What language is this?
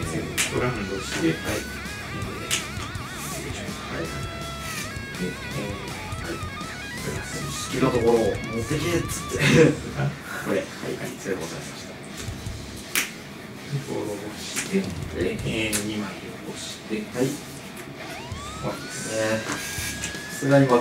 Japanese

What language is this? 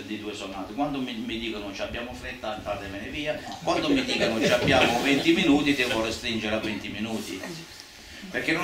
Italian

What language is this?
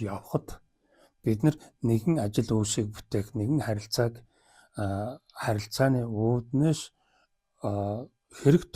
Mongolian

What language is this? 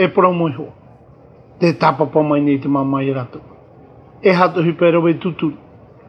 Tahitian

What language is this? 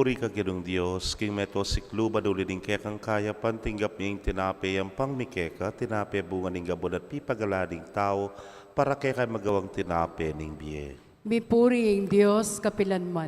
Pampanga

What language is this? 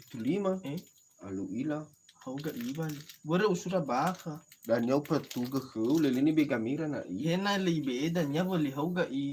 Nias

